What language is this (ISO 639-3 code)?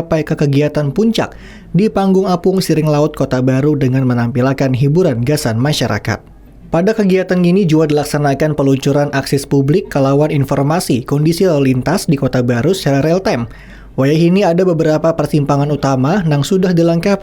bjn